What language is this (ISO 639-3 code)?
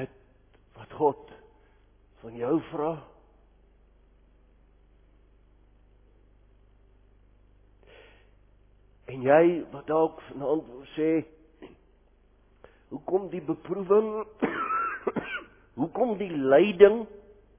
afr